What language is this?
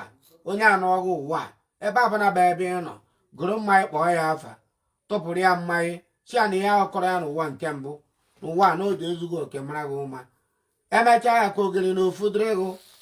Igbo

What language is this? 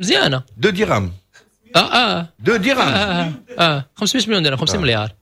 Moroccan Arabic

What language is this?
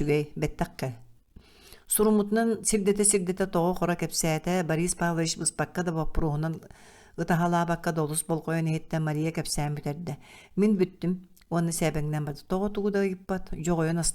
Yakut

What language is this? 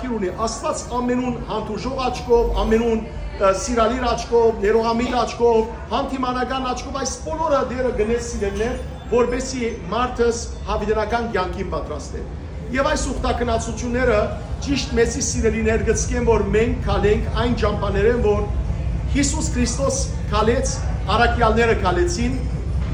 Western Armenian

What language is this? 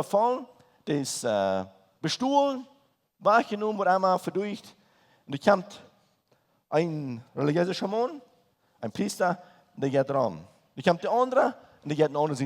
Plautdietsch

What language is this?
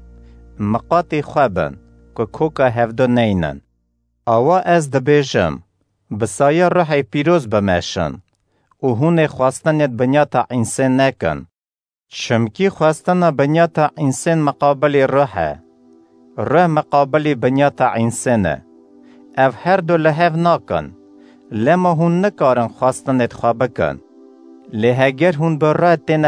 Kurdish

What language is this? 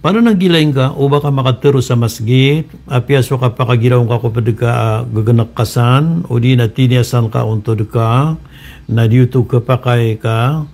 Maranao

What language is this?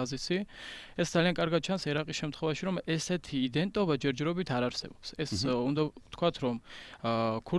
Georgian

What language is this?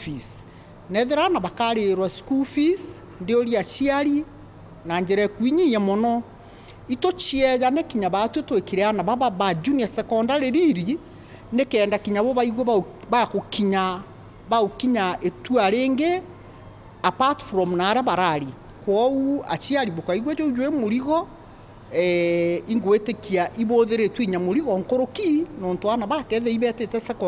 Meru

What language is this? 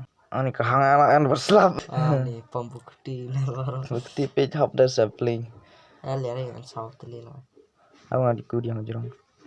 Khasi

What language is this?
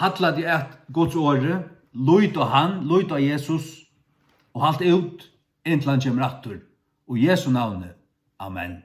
Faroese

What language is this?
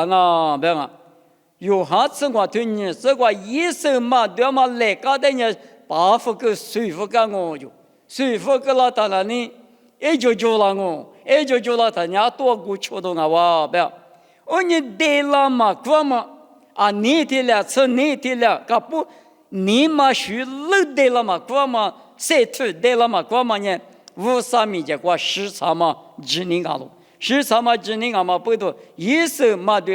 Lisu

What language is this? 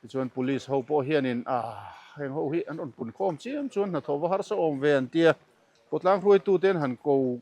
Mizo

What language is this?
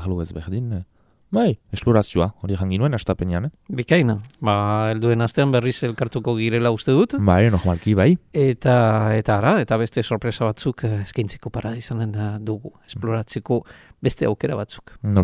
Basque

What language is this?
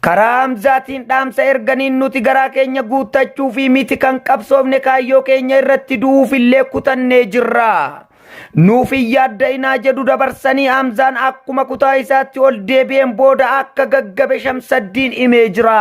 Oromo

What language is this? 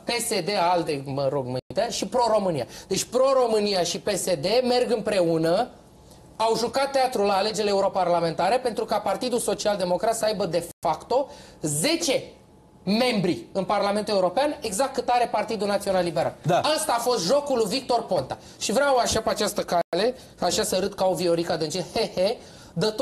Romanian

